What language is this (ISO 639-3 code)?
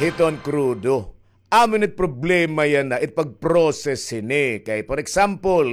war